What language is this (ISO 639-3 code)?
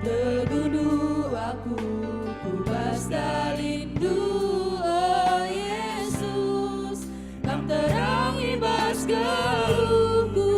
btx